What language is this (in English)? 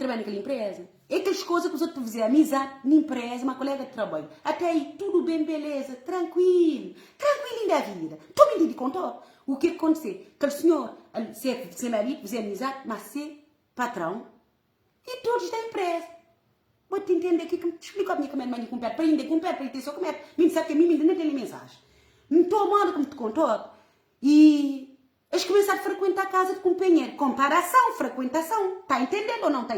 Kabuverdianu